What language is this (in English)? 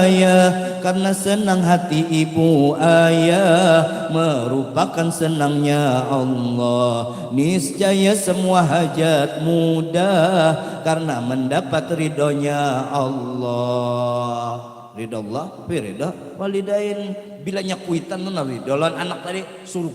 Banjar